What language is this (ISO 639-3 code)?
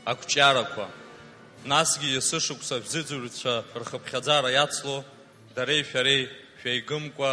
abk